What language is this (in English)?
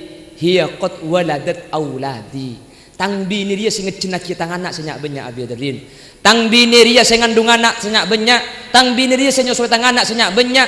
Madurese